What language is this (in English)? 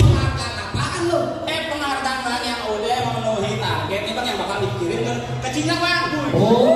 Betawi